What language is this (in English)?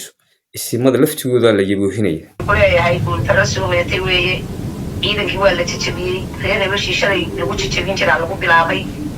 Somali